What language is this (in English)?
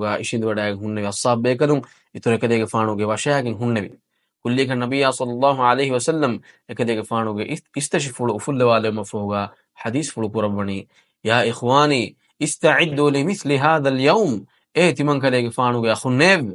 Divehi